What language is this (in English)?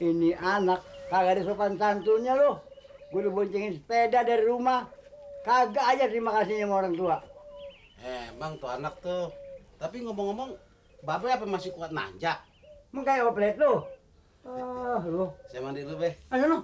Betawi